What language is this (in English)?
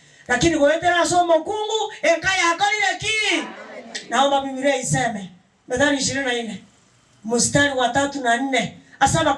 Gusii